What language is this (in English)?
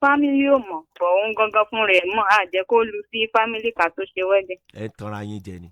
Yoruba